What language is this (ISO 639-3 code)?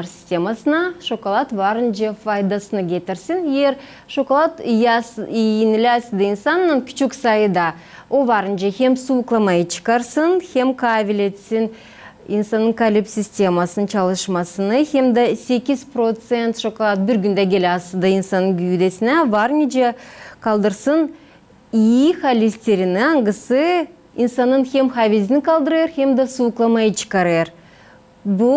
gag